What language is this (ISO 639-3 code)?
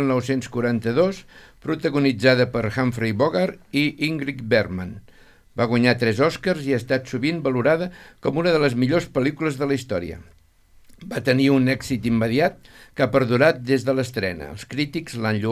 cat